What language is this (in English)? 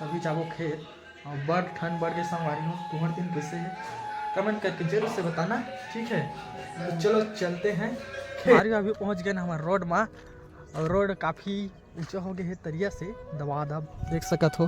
Chhattisgarhi